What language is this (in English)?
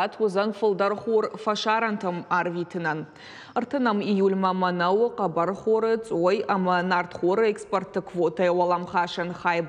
Ossetic